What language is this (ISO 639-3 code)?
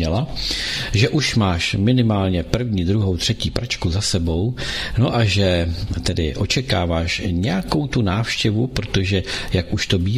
ces